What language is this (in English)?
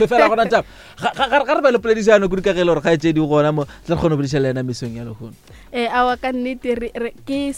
Northern Sotho